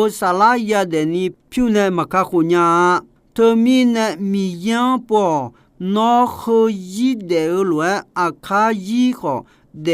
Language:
Akha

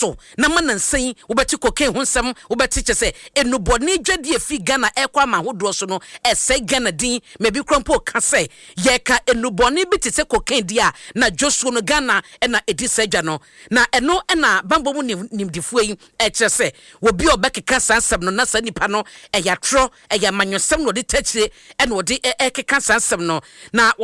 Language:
Akan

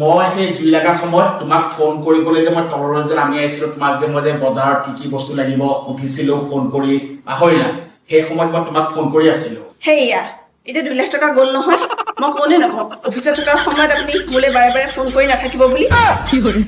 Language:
Assamese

